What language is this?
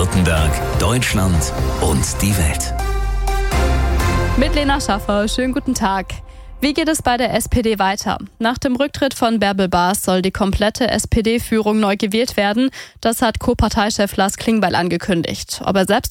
German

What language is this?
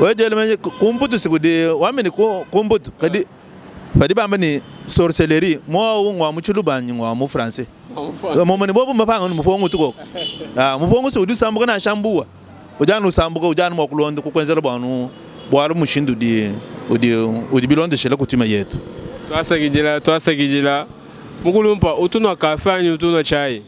Luba-Lulua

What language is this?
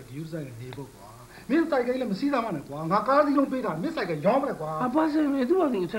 Burmese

